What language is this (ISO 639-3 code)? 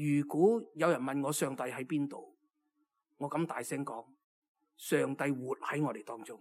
yue